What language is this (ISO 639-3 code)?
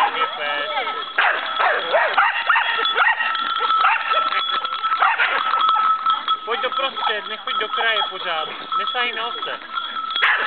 ces